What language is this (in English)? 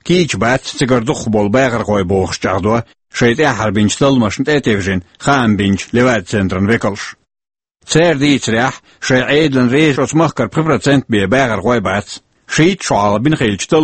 Chechen